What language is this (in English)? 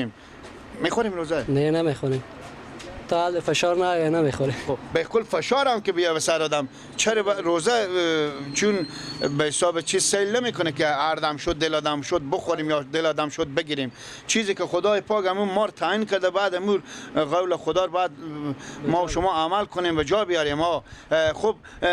Persian